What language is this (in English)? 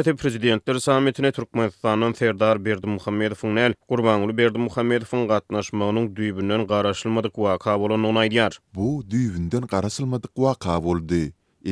Turkmen